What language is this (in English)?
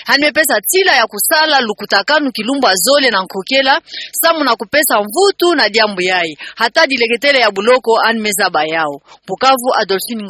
Kituba (Democratic Republic of Congo)